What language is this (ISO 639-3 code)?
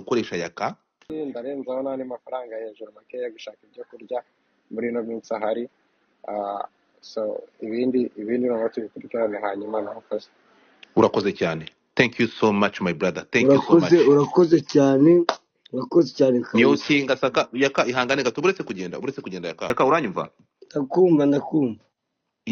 kin